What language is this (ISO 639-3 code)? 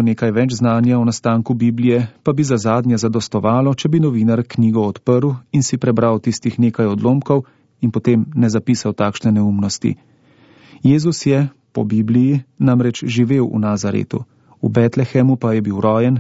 slv